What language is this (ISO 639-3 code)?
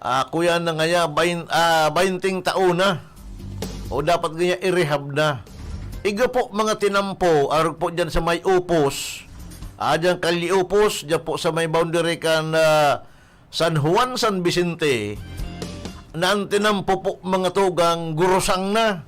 bik